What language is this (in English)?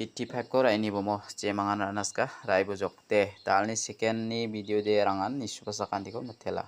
Garo